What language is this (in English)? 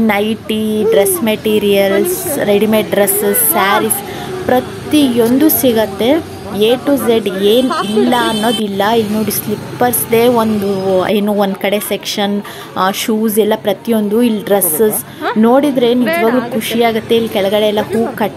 Kannada